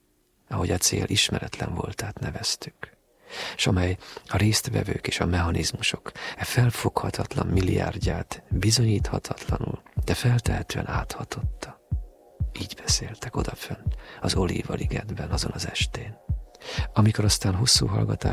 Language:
Hungarian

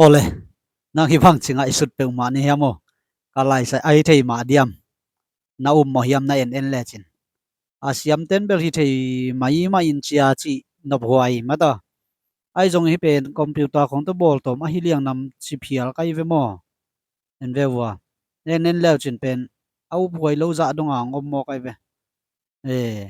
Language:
Tedim Chin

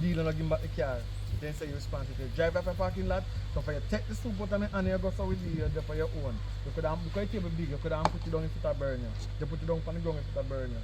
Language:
Jamaican Creole English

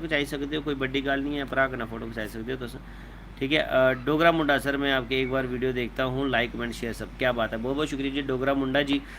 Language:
Dogri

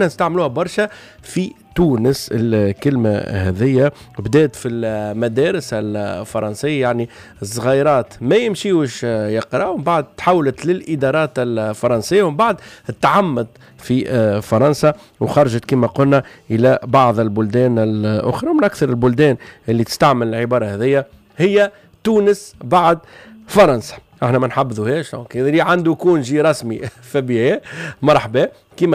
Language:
Tunisian Arabic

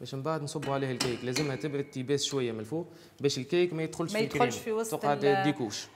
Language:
Tunisian Arabic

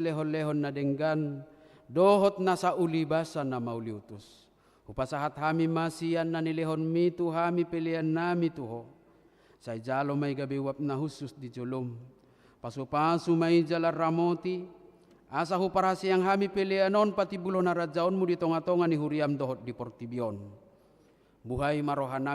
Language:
Batak Toba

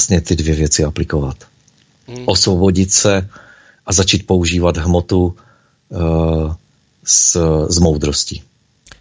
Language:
Czech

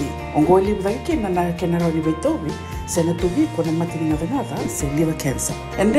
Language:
Fijian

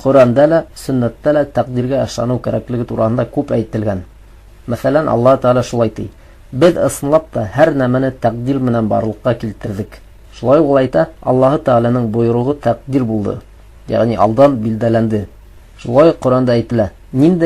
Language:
Bashkir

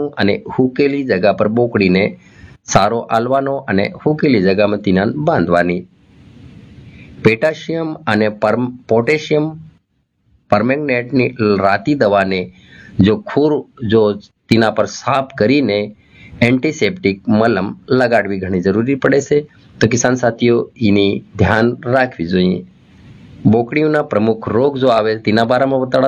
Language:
Gujarati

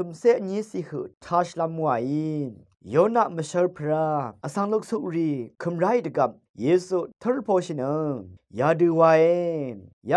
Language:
Rawang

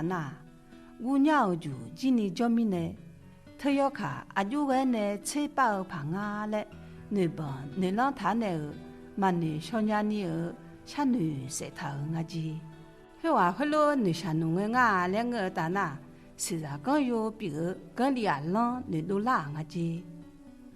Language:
Akha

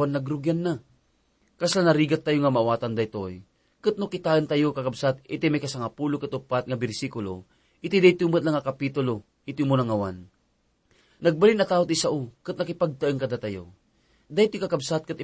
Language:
Iloko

